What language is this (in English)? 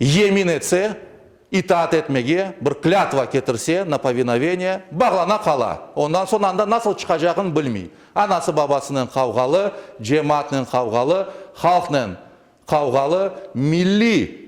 Crimean Tatar